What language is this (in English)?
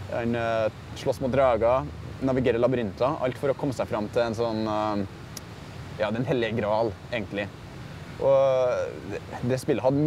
Norwegian